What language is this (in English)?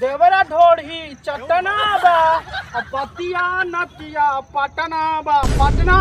Magahi